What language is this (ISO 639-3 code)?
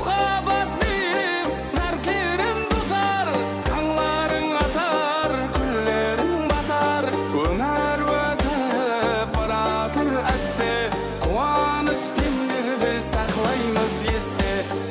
kaa